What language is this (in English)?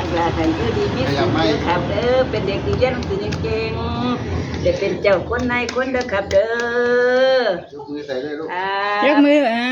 Northeastern Thai